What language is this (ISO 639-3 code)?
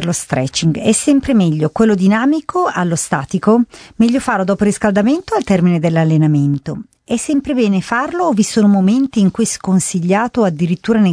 ita